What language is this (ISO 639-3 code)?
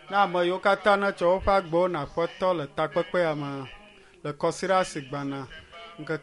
ewe